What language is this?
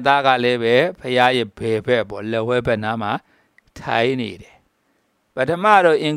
Burmese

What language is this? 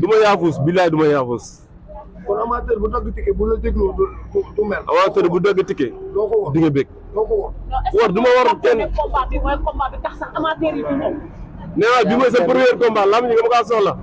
Wolof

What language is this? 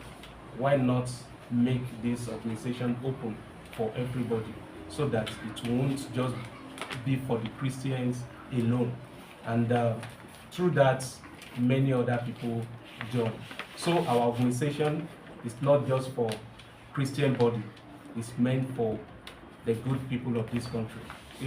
Yoruba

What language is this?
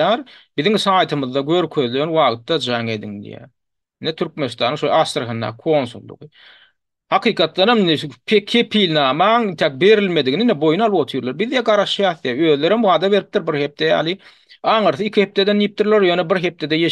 Turkmen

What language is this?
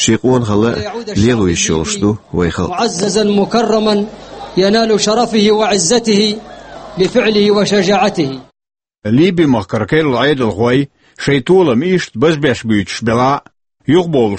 Chechen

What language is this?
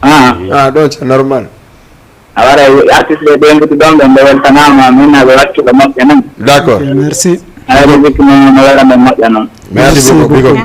Fula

